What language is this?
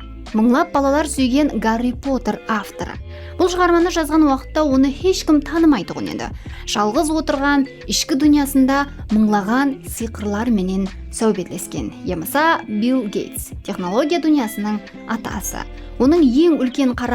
Kara-Kalpak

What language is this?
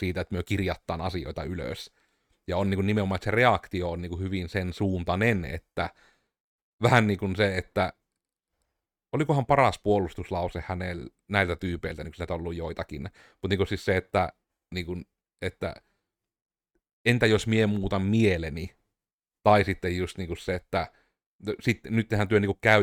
Finnish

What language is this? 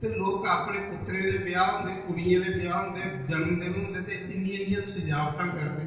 Dogri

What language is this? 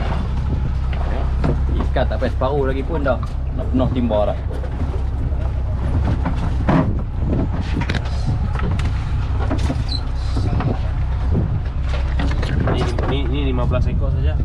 Malay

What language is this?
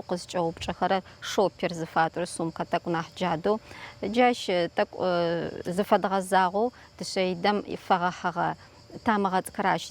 Adyghe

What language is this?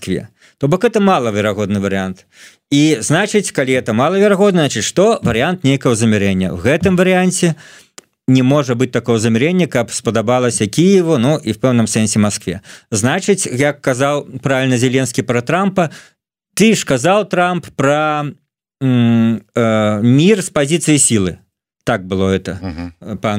Belarusian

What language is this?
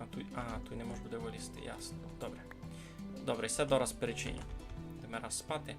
Rusyn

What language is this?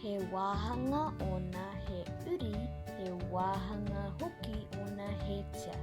Māori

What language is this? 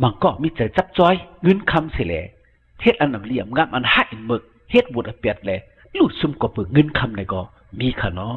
Shan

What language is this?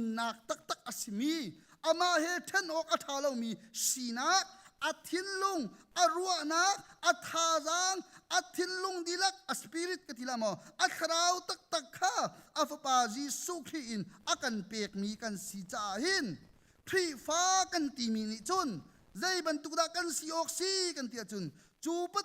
Hakha Chin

